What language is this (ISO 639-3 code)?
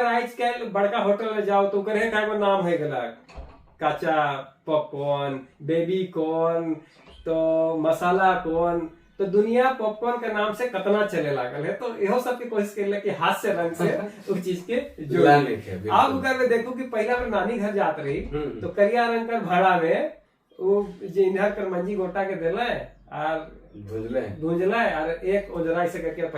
sck